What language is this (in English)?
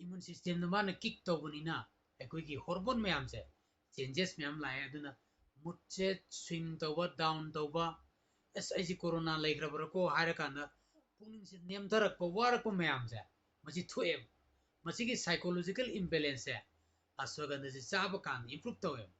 Manipuri